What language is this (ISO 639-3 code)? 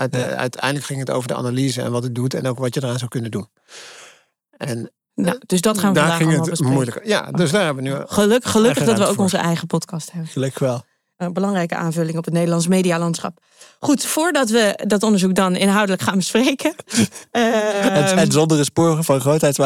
nld